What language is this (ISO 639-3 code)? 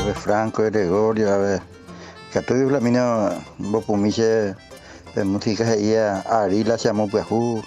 grn